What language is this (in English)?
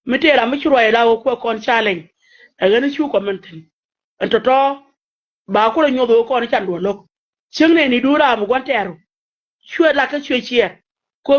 Nuer